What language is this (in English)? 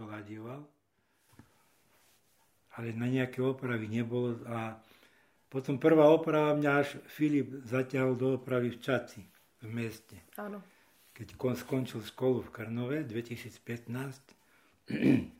Slovak